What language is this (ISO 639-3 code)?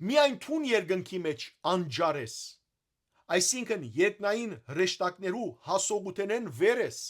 hyw